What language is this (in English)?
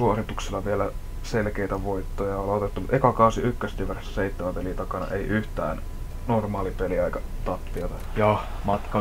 Finnish